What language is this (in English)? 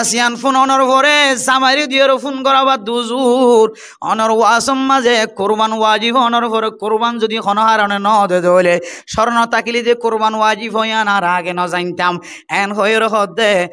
Rohingya